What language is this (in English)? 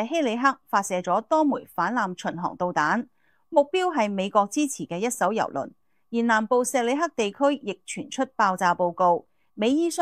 Cantonese